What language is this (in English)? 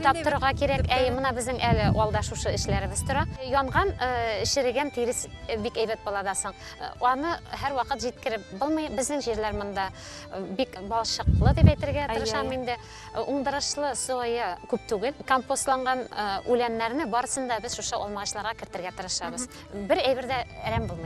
Bashkir